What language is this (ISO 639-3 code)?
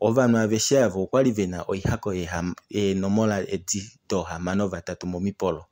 kua